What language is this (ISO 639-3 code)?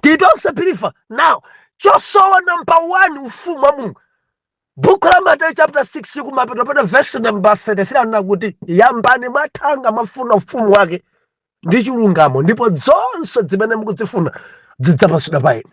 nya